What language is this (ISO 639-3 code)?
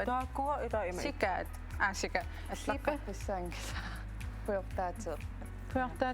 kal